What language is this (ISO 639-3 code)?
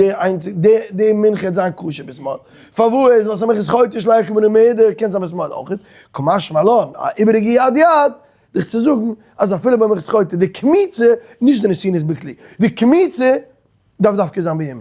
yid